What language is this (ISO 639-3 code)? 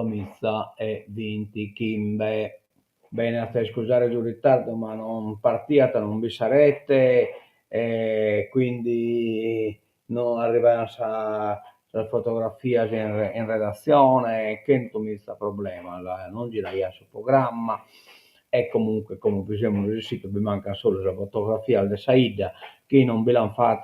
srd